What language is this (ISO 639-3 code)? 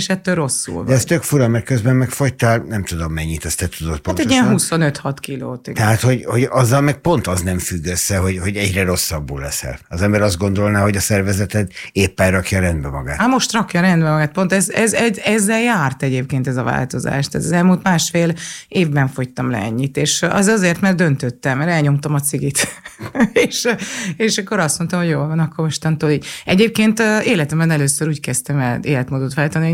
hun